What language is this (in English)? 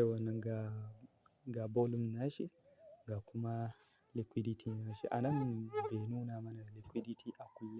Hausa